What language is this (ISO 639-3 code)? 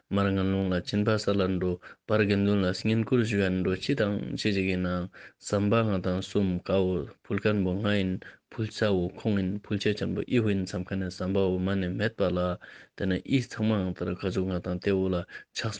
lbj